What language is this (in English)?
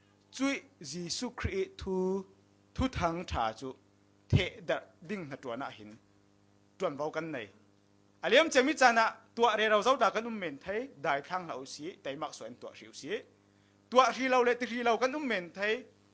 Falam Chin